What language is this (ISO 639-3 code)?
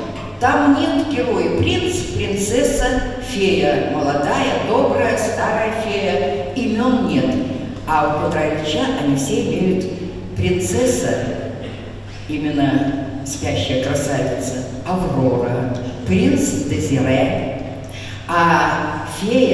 rus